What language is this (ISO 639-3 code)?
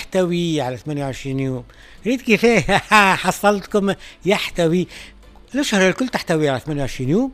aeb